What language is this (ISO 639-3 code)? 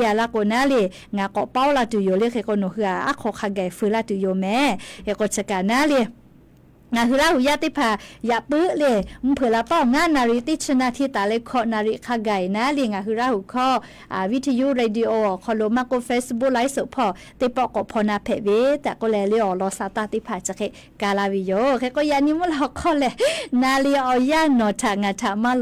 lhu